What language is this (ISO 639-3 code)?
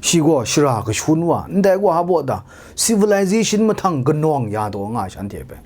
kac